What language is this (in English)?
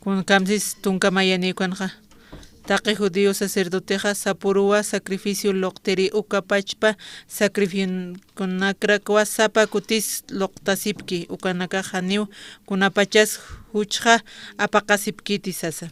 Aymara